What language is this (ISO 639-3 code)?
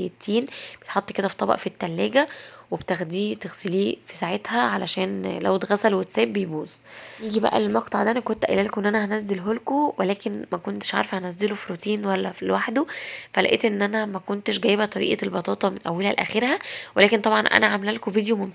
arz